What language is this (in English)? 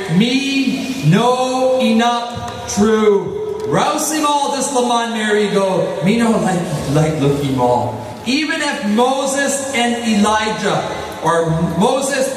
Tok Pisin